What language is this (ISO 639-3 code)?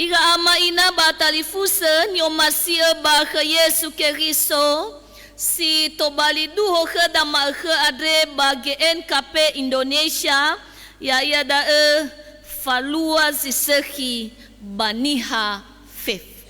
nia